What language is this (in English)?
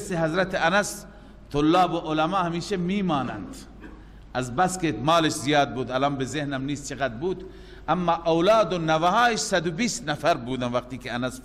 Persian